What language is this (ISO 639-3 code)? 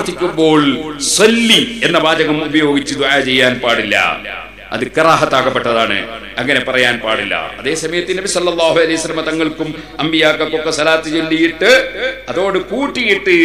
mal